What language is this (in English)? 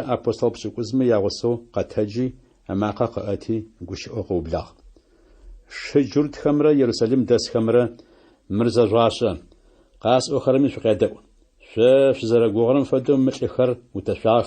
Adyghe